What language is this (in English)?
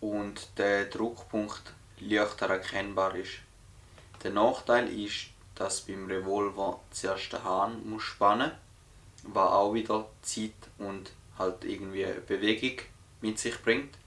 Swiss German